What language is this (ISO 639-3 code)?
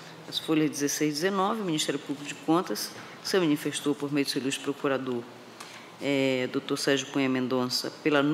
por